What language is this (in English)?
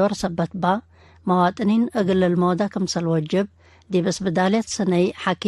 Tigre